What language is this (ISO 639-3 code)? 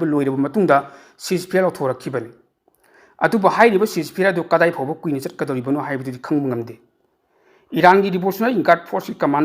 mni